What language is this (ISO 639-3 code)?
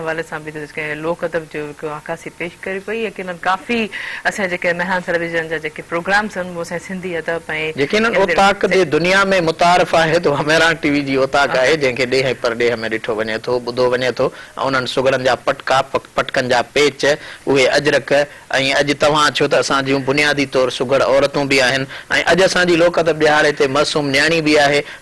snd